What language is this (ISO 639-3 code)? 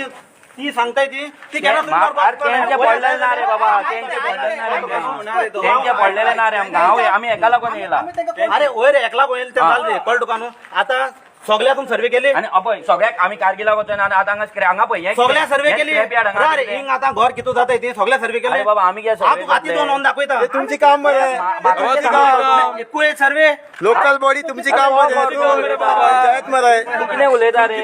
kok